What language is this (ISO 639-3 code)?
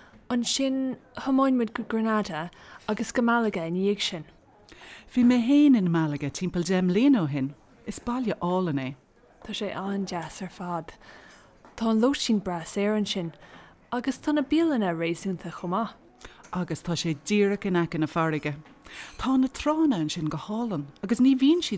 gle